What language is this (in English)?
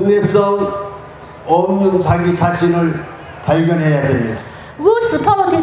Lahu